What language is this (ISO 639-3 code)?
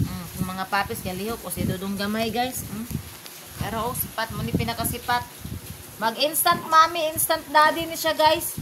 ceb